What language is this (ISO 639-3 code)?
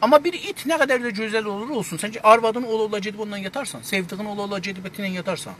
azb